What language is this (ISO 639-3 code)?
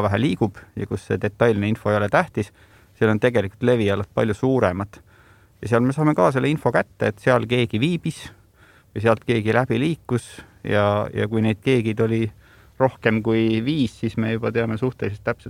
est